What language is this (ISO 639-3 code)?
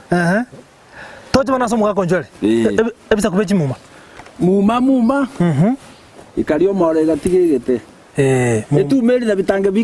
guz